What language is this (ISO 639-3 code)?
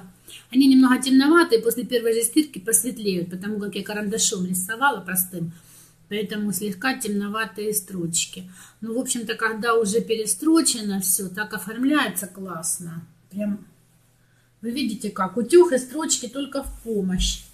rus